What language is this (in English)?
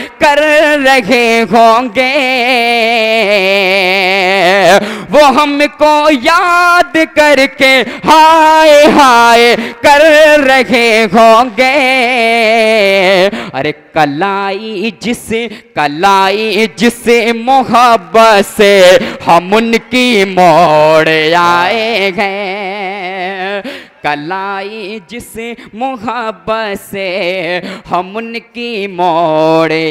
Hindi